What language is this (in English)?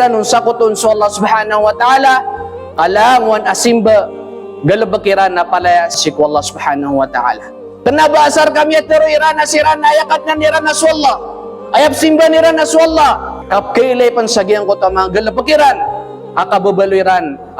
Maranao